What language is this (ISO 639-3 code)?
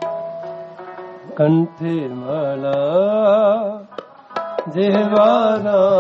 pan